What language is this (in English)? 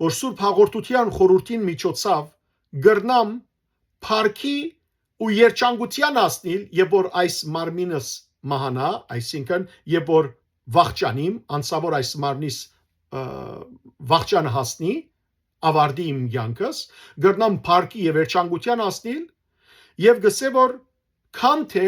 Western Armenian